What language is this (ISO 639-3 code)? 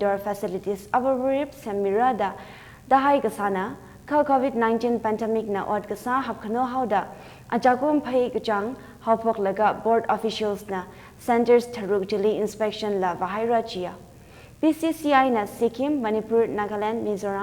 nmf